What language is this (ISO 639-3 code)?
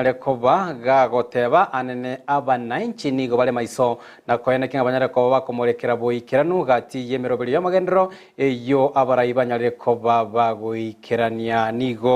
guz